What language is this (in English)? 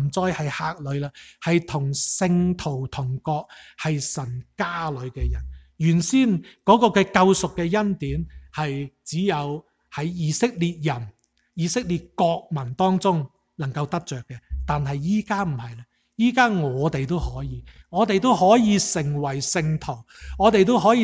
Cantonese